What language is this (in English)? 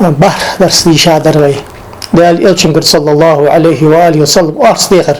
Ingush